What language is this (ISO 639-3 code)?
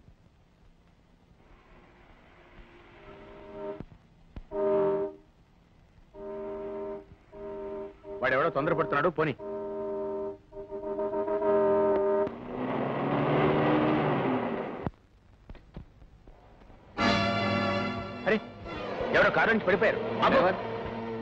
tel